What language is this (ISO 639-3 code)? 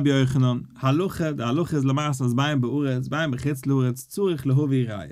yid